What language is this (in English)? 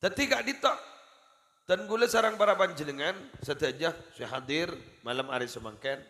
Madurese